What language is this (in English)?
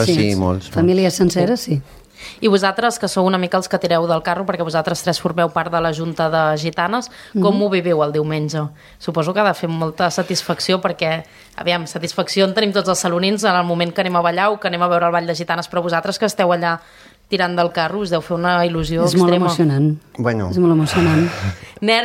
Catalan